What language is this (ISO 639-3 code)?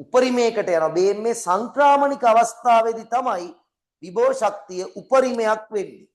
sin